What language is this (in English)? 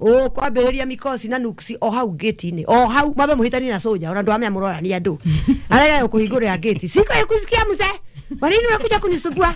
Kikuyu